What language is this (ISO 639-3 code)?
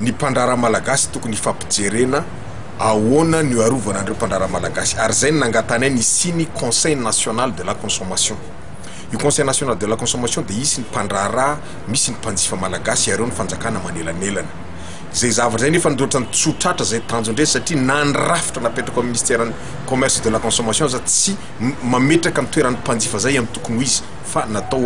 mlg